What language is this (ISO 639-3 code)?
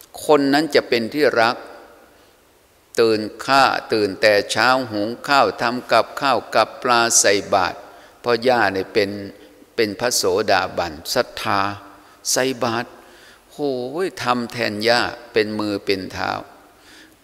tha